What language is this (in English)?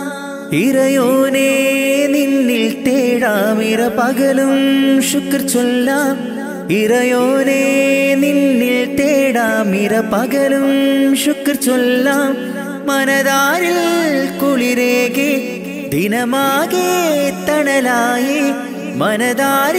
Malayalam